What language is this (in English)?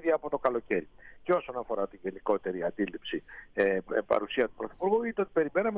Greek